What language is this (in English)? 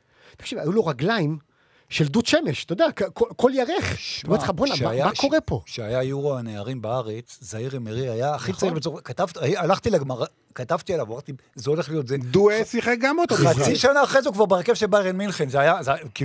Hebrew